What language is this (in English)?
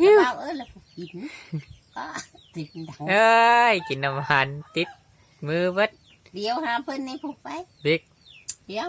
Lao